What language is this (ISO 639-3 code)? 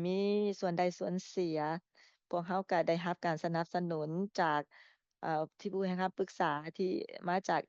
lao